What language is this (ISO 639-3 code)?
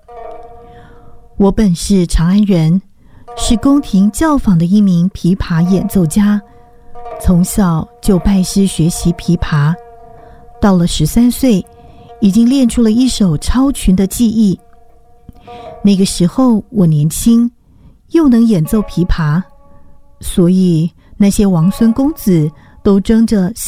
zho